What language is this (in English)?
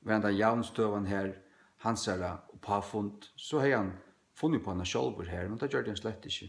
Faroese